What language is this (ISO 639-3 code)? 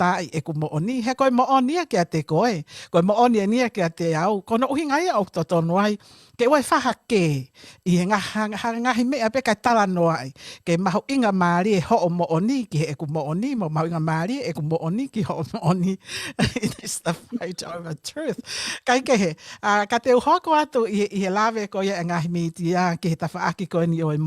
ton